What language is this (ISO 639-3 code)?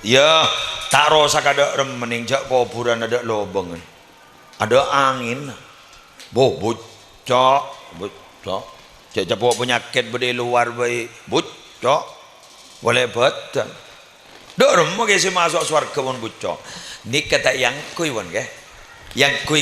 mad